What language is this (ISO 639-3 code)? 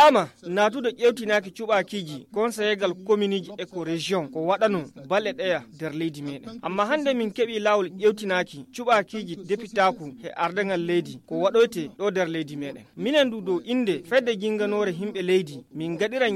ful